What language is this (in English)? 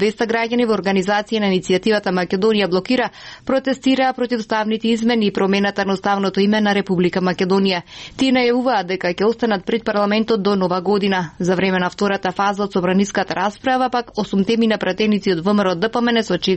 Macedonian